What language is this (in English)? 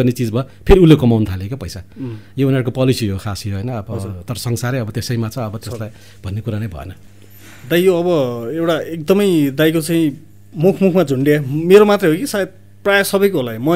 Nepali